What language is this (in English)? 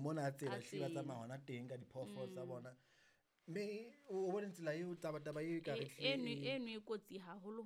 Southern Sotho